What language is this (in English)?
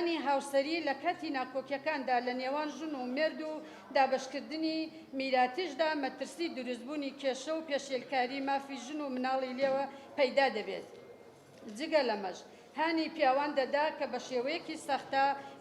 Central Kurdish